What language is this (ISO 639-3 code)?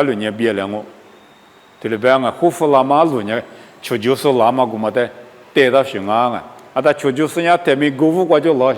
lis